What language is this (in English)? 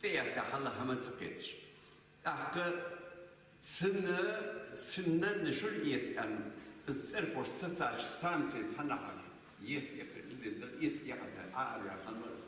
Ingush